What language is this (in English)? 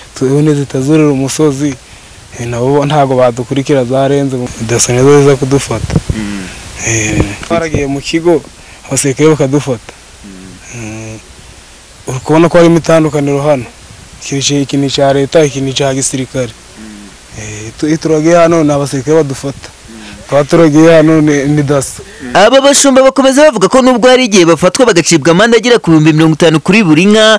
Kinyarwanda